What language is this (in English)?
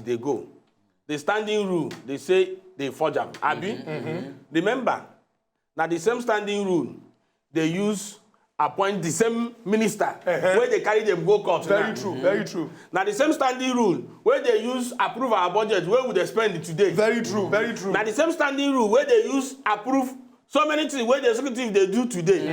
Nigerian Pidgin